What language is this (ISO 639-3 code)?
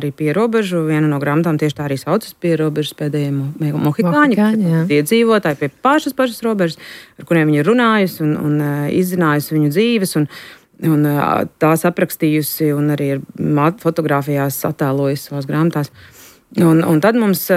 lav